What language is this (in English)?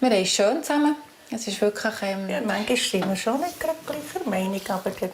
Swiss German